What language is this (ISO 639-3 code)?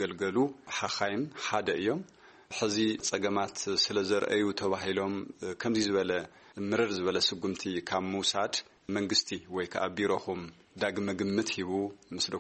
tir